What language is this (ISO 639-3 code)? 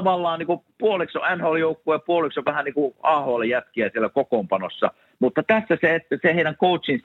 fin